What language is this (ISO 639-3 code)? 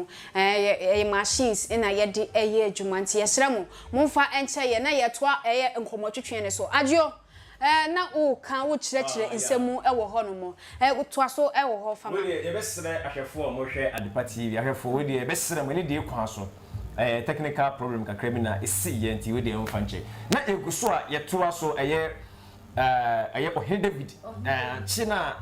aka